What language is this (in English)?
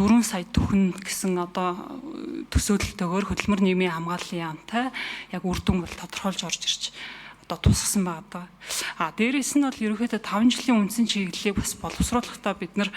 Mongolian